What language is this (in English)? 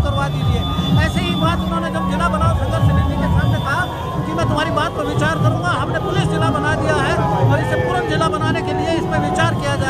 Hindi